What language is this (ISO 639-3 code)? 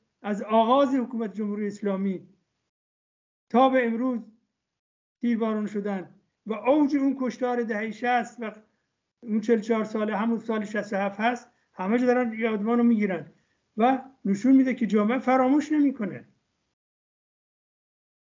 fas